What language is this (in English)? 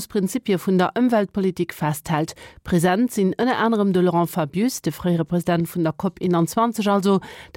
Luxembourgish